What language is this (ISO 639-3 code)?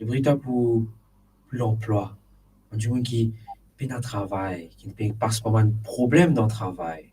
mfe